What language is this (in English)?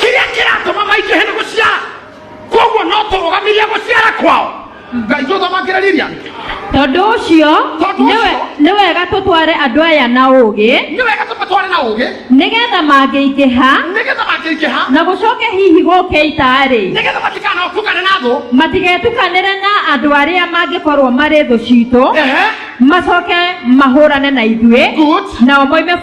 Kikuyu